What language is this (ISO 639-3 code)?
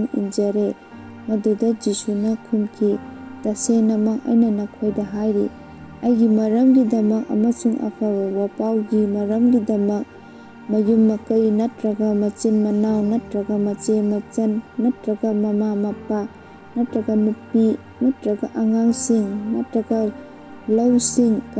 mni